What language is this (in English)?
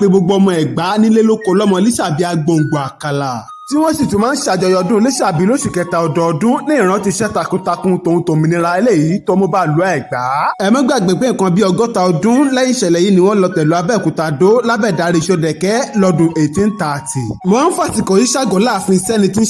Yoruba